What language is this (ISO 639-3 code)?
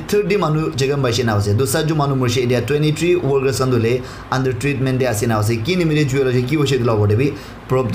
nag